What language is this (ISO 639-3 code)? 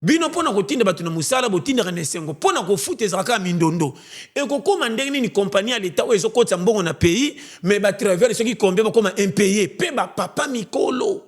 lin